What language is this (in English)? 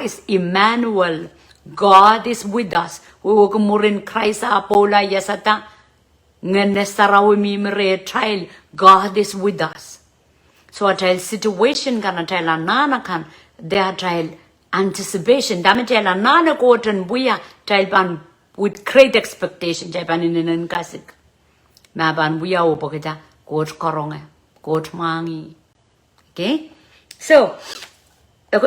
Pohnpeian